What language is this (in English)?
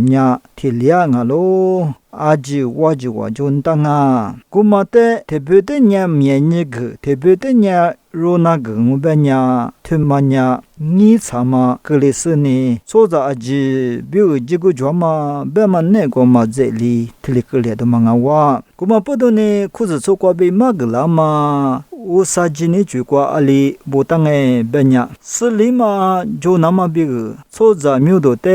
Lisu